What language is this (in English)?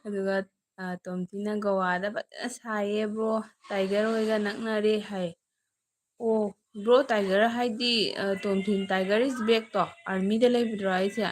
Manipuri